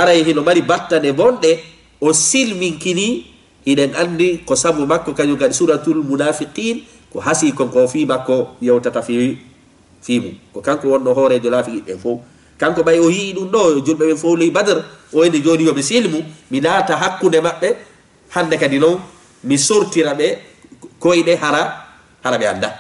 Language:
Fula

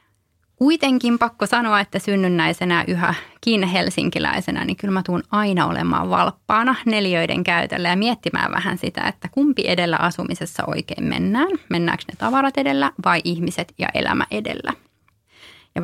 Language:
Finnish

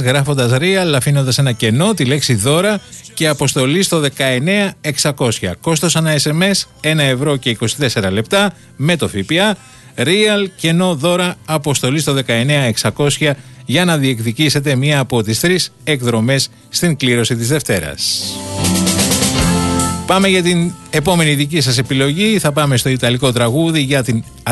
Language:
Greek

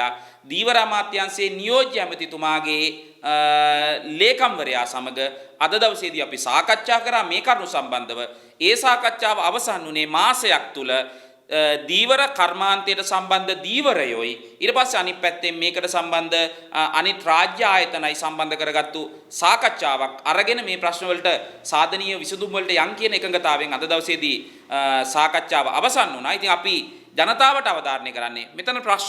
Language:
Sinhala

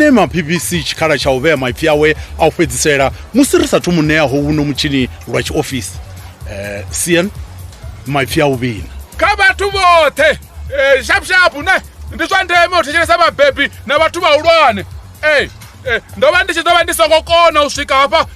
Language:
Venda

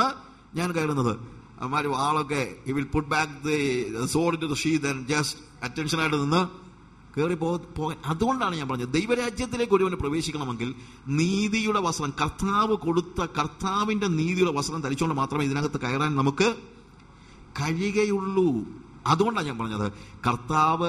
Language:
Malayalam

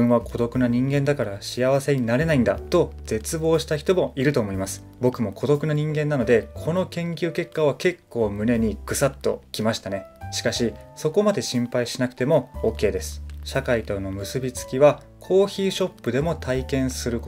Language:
Japanese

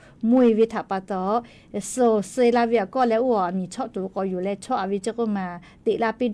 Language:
Lahu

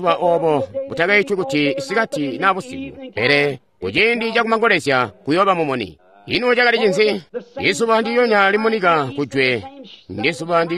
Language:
Tonga (Zambia)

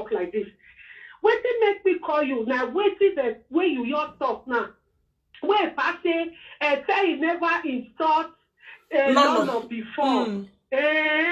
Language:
Nigerian Pidgin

